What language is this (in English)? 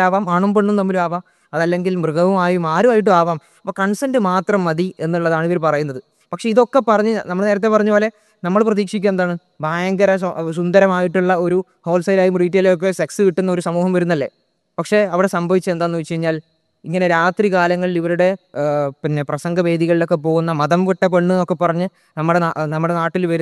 Malayalam